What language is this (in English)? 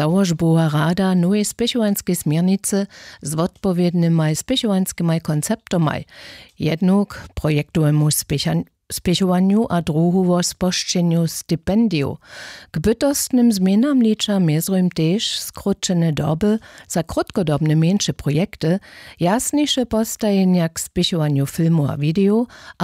Upper Sorbian